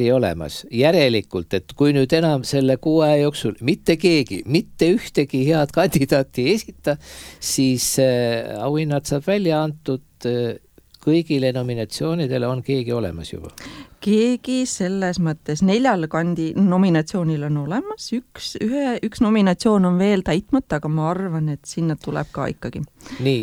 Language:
Estonian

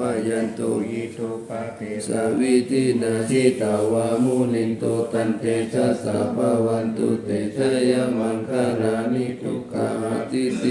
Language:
Pali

